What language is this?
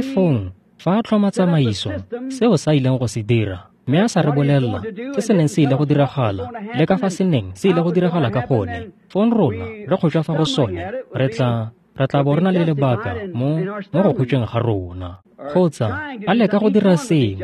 Tswana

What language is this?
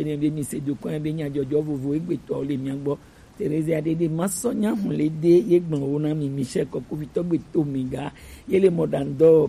Gen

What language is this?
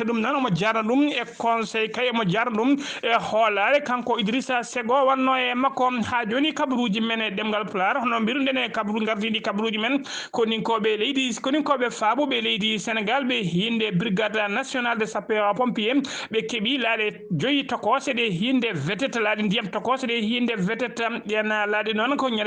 Fula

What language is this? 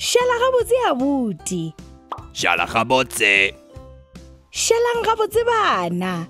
Northern Sotho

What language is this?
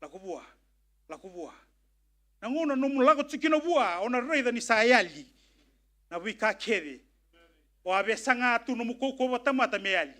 Fijian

